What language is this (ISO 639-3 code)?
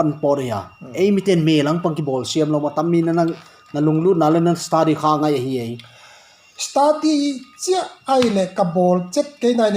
pck